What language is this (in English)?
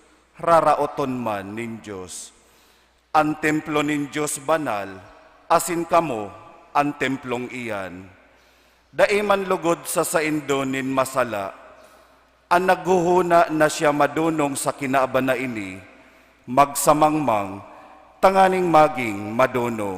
Bikol